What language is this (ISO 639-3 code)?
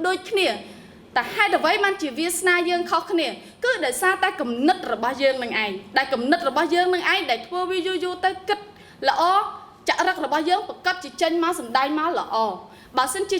khm